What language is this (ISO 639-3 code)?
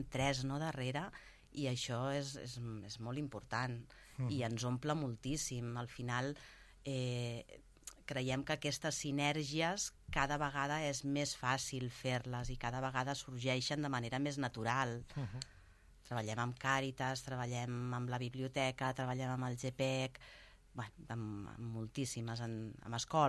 cat